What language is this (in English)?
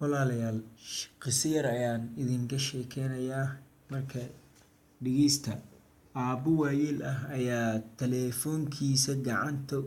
Somali